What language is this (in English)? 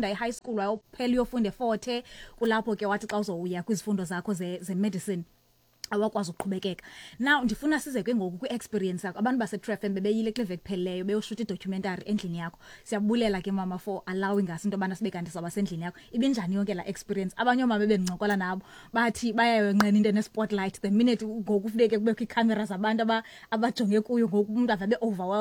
Xhosa